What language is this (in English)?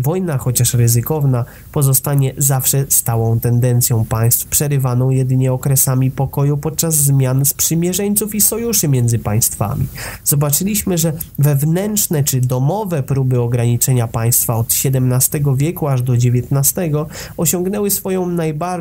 Polish